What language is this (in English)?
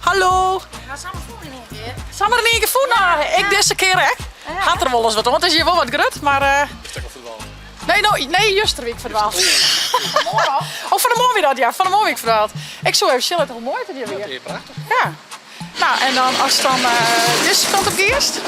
Western Frisian